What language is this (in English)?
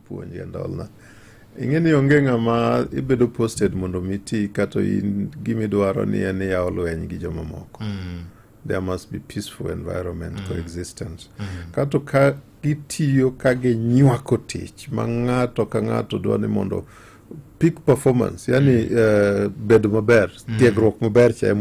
Luo (Kenya and Tanzania)